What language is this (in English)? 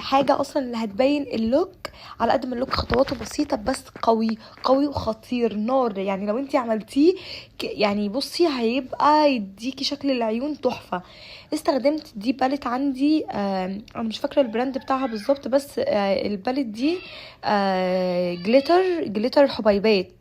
Egyptian Arabic